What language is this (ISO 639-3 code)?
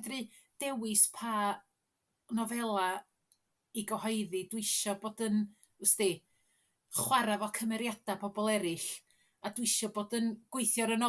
cym